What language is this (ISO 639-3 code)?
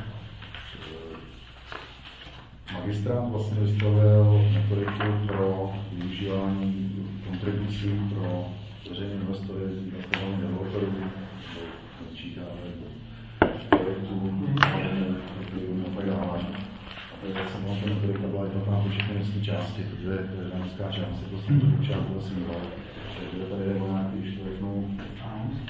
ces